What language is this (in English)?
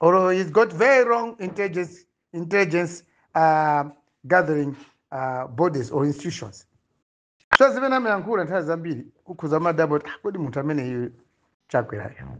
Nyanja